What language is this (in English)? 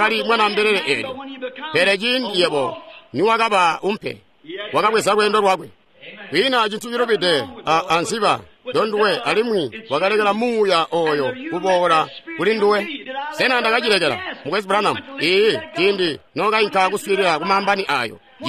Tonga (Zambia)